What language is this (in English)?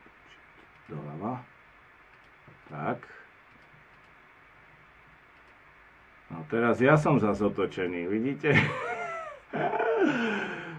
Slovak